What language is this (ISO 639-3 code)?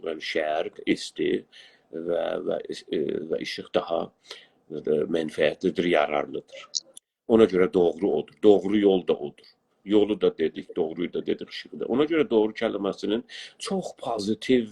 azb